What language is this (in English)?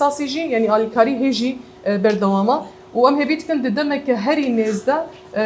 Kurdish